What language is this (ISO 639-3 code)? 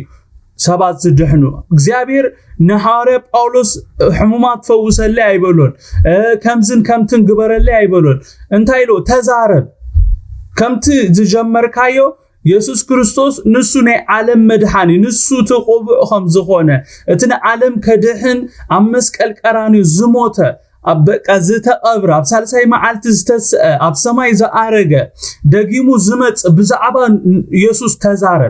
tir